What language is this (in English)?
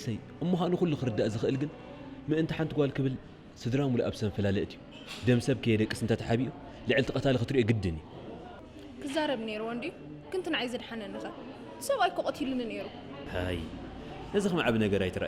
Tigrinya